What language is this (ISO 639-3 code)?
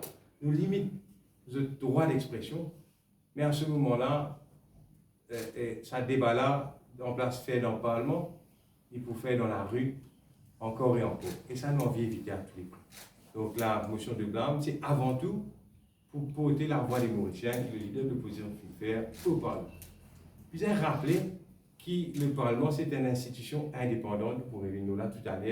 mfe